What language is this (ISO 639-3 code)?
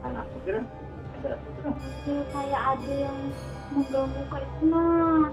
bjn